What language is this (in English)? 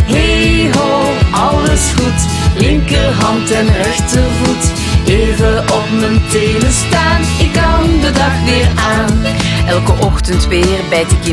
Dutch